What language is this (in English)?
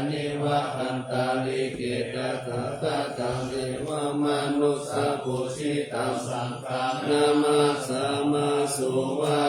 Pali